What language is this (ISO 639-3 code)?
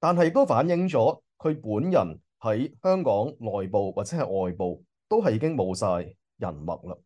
yue